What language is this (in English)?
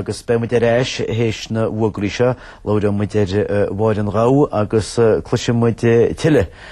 Irish